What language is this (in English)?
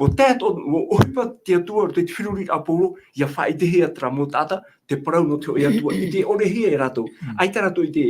Tahitian